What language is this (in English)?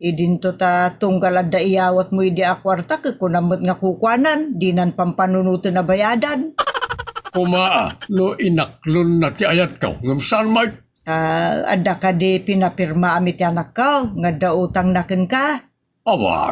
Iloko